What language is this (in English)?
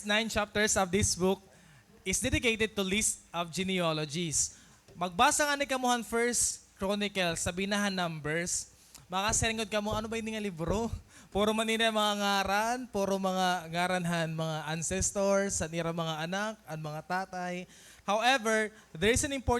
Waray